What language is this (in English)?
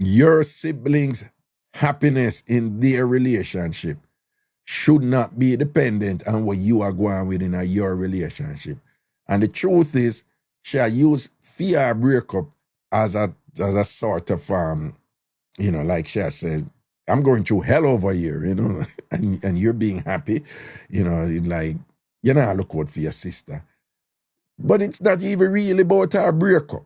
Jamaican Creole English